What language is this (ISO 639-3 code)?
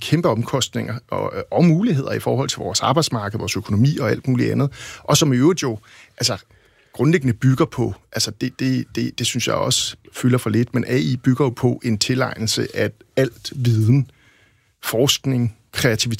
dan